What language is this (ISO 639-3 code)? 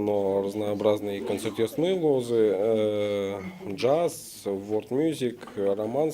udm